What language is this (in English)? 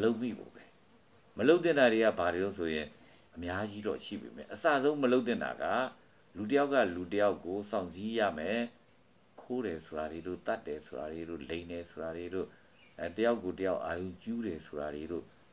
Burmese